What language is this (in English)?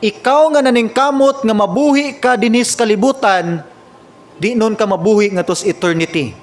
Cebuano